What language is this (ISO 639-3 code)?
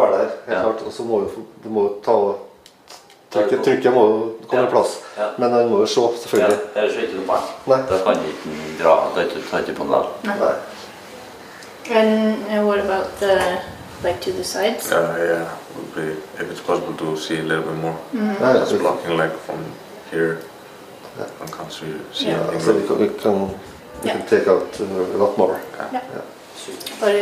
nor